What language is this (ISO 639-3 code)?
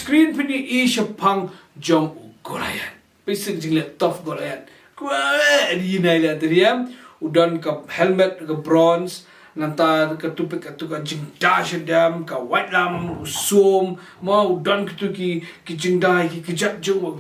kha